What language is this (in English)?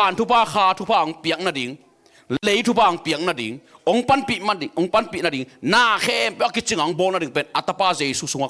Tedim Chin